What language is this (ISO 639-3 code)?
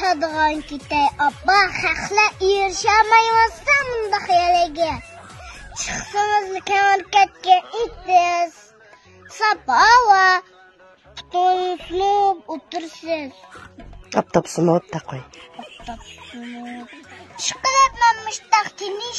uig